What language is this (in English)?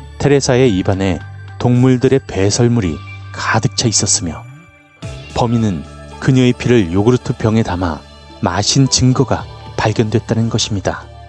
Korean